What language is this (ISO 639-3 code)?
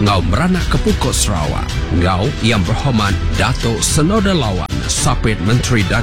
iba